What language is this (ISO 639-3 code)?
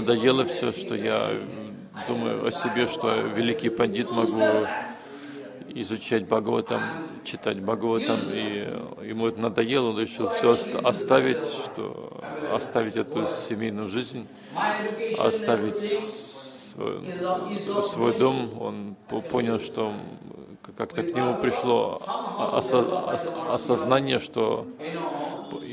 rus